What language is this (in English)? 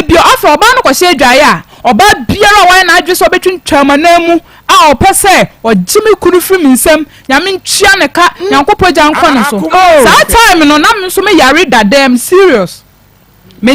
Akan